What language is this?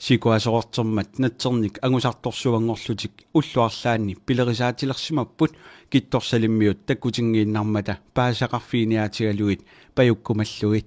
Kalaallisut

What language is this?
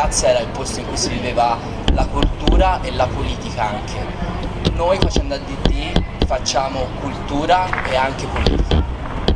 Italian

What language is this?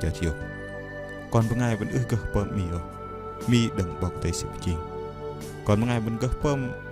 Bahnar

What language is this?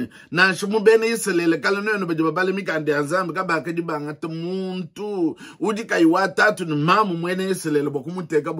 Luba-Lulua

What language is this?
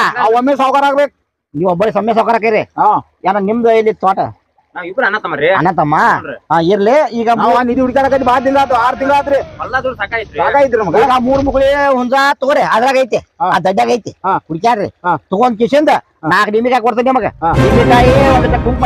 Kannada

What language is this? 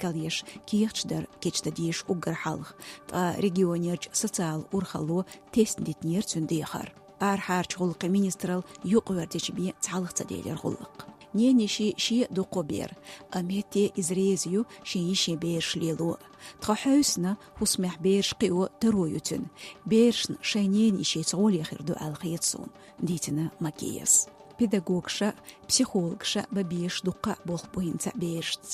Chechen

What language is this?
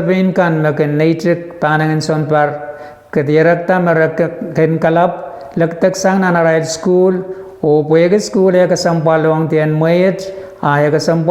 Pohnpeian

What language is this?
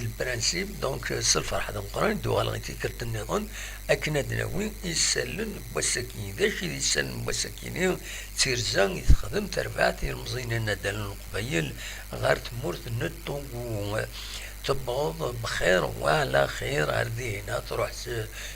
Kabyle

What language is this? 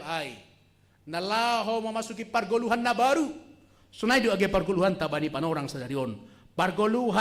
Batak Simalungun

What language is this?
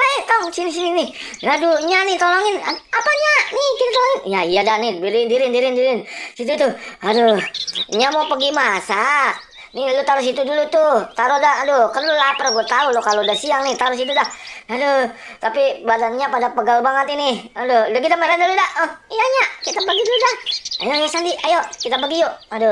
Betawi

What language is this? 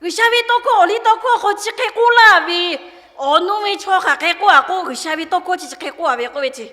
Lahu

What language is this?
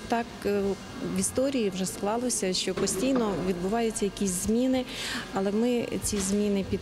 Ukrainian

